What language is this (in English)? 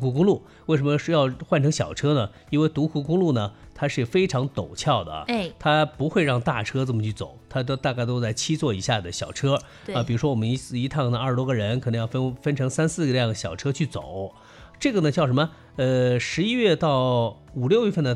Chinese